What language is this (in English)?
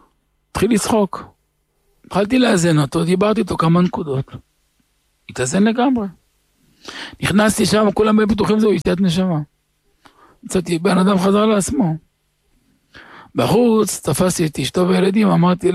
Hebrew